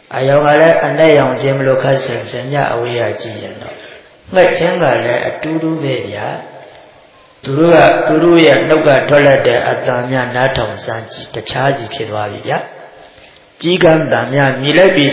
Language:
Burmese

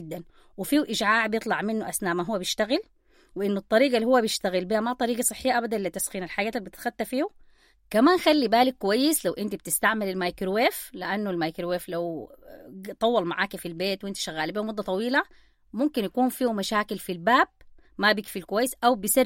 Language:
Sudanese Arabic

